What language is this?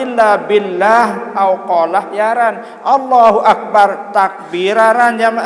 Sasak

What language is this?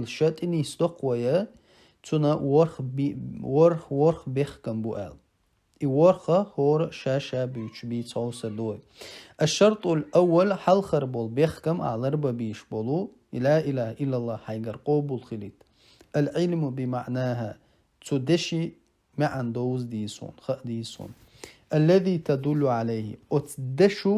Chechen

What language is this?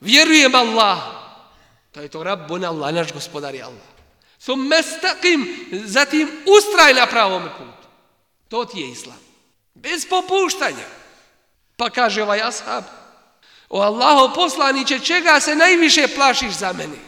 Bosnian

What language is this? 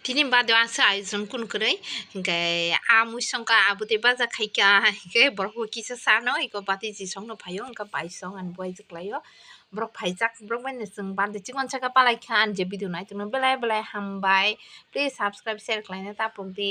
Kok Borok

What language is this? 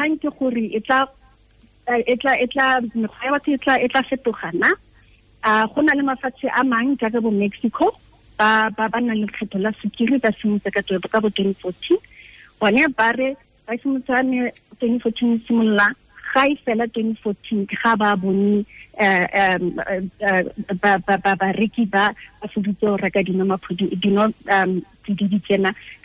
Tswana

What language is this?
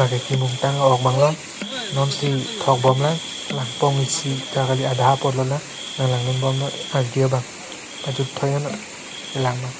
Karbi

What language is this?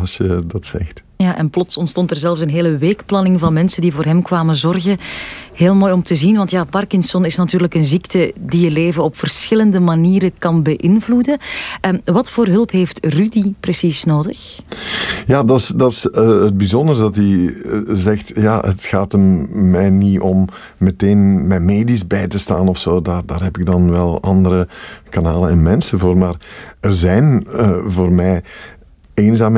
Dutch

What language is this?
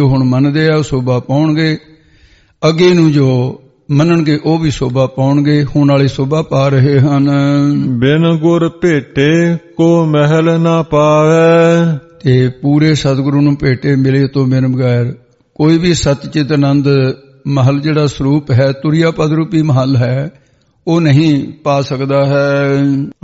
Punjabi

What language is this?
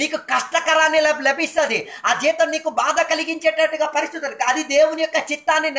Telugu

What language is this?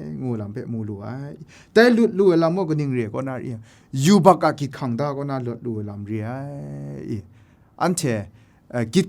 Kachin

